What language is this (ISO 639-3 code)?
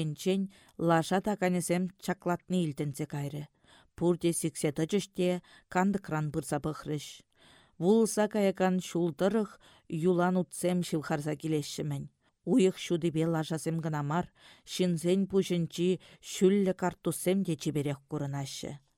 chv